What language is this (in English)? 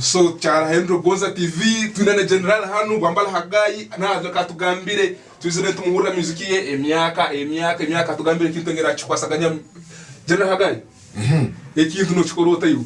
Tooro